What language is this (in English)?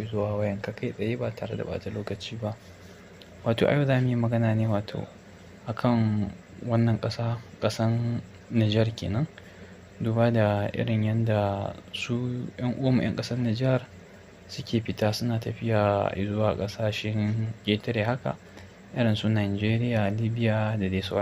Hausa